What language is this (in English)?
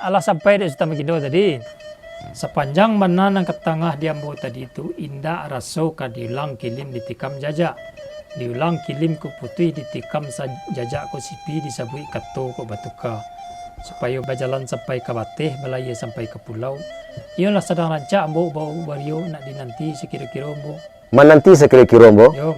Minangkabau